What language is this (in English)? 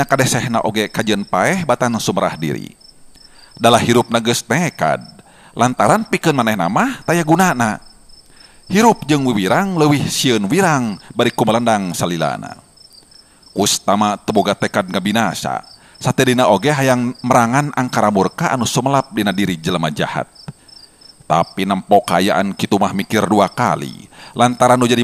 Sundanese